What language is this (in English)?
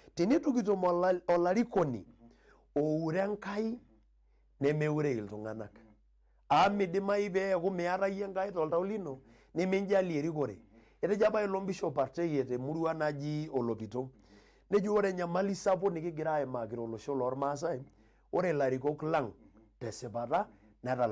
Masai